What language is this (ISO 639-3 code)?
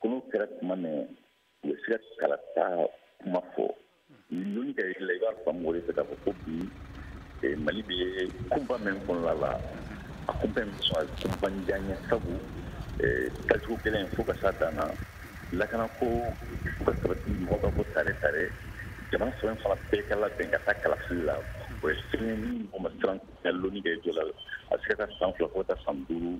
bam